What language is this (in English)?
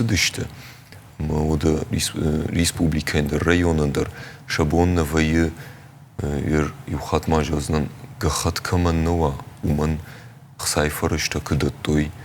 Ossetic